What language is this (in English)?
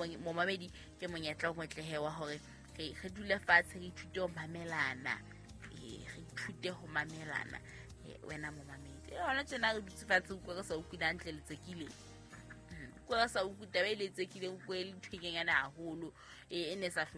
Southern Sotho